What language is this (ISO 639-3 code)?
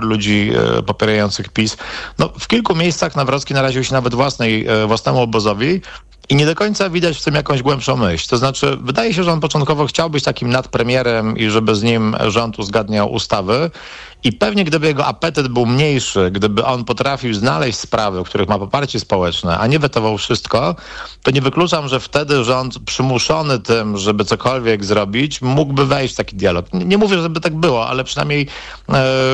pol